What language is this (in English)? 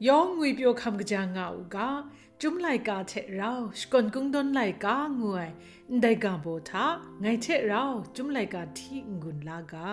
Kachin